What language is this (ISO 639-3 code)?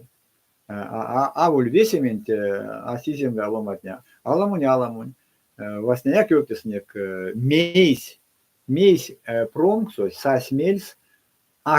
myv